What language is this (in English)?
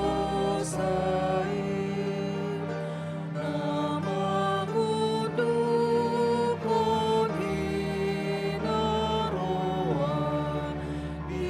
Batak Toba